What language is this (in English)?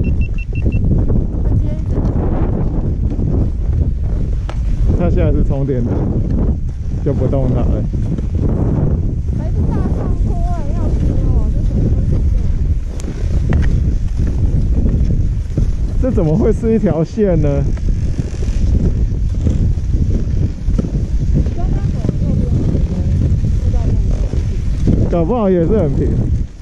Chinese